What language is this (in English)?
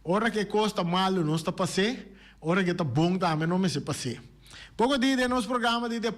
Papiamento